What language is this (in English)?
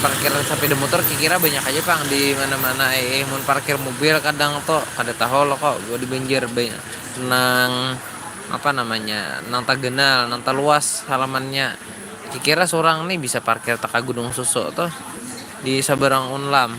Banjar